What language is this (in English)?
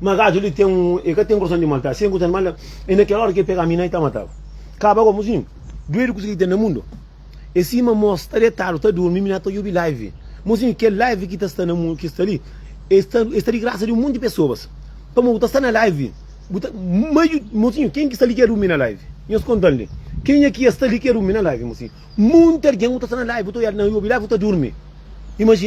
Kabuverdianu